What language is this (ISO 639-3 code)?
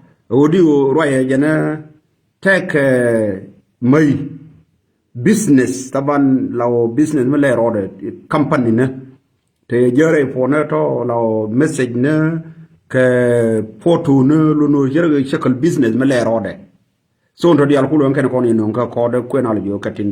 nus